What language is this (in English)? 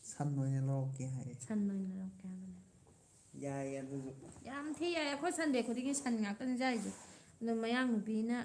Manipuri